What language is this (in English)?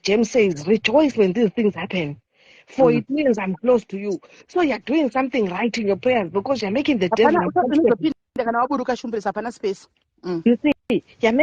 Shona